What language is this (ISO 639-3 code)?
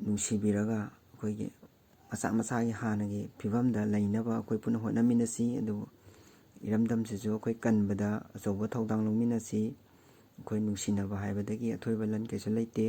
mni